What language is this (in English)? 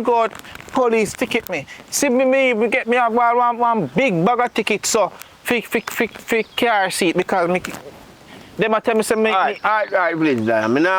Jamaican Creole English